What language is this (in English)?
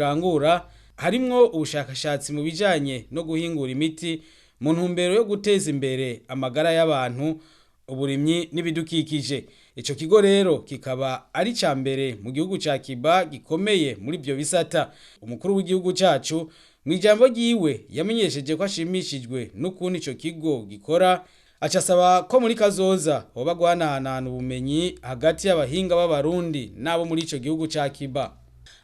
Rundi